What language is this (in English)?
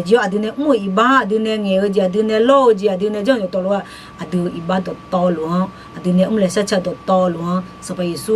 Akha